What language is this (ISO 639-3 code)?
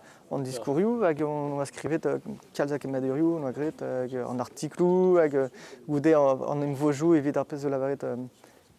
bre